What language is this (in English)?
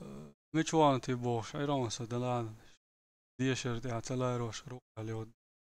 Chechen